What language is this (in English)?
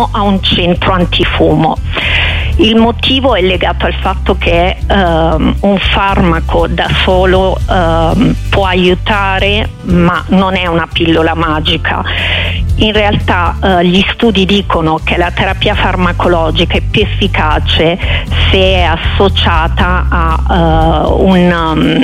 Italian